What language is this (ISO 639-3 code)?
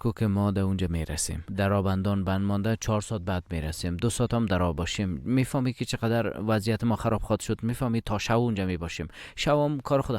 fas